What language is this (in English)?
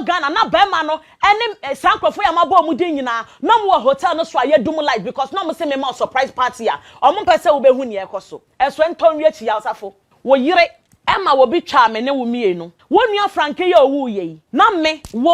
Akan